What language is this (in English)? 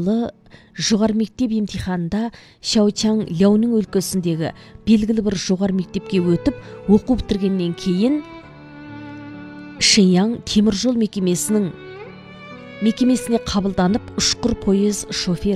Kazakh